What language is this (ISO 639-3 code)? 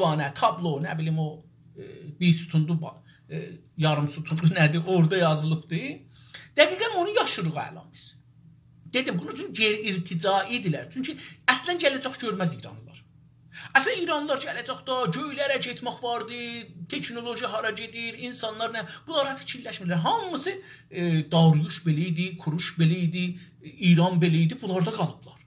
azb